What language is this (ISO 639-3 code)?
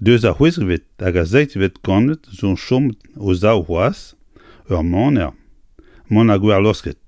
bre